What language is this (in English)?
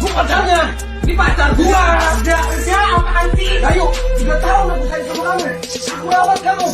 Manado Malay